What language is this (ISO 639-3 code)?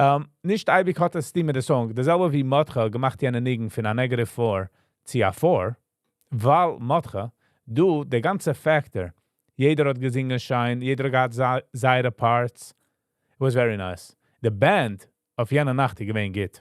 yid